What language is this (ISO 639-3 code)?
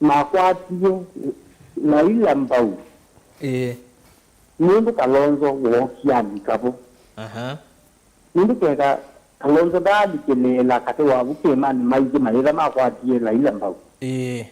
kam